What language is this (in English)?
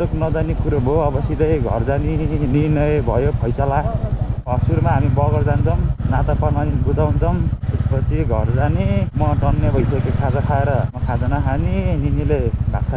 Nepali